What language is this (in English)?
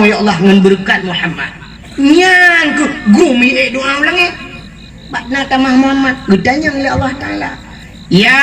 Achinese